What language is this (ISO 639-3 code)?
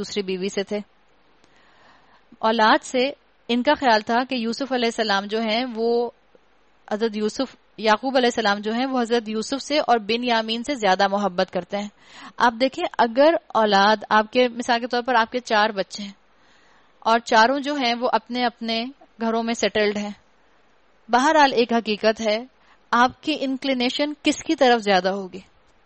urd